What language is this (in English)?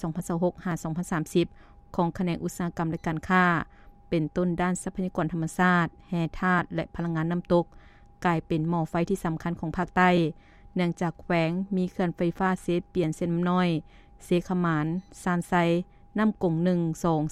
Lao